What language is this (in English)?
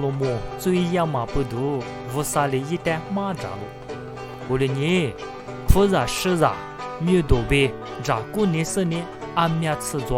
Lisu